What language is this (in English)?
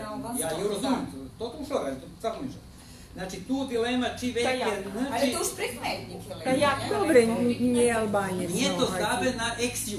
Rusyn